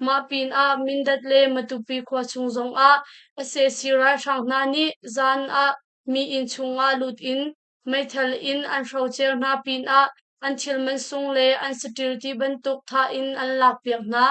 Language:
Hakha Chin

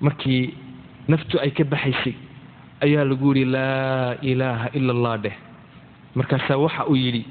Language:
Somali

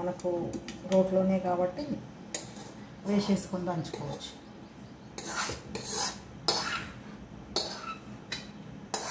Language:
Telugu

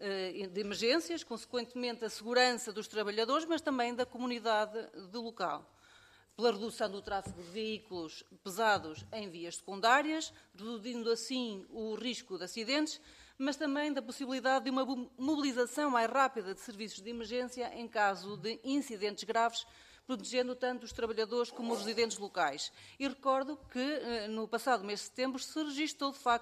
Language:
Portuguese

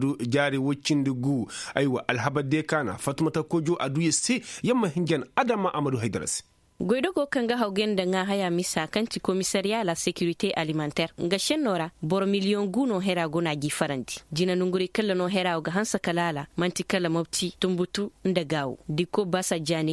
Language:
Koyraboro Senni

